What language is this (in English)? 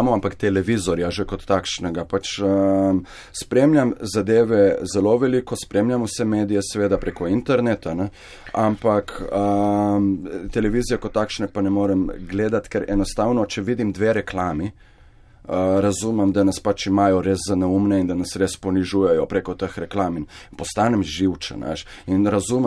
Slovenian